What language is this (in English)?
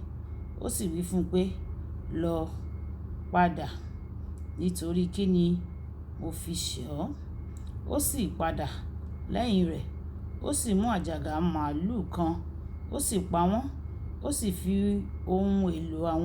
Yoruba